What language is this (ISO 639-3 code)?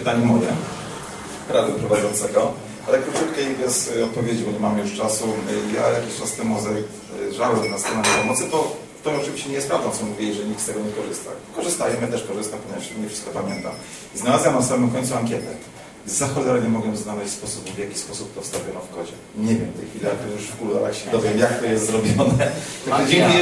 pol